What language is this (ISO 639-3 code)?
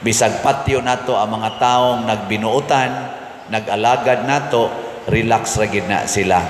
ceb